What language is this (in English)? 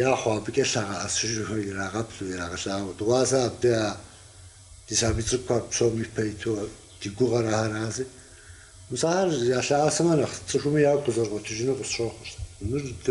Kabardian